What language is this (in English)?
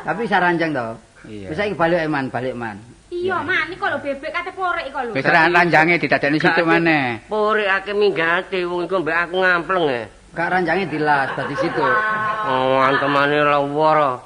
Javanese